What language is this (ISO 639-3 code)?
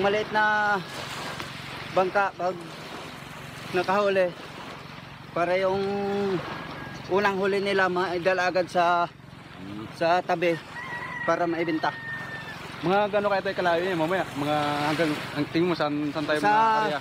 fil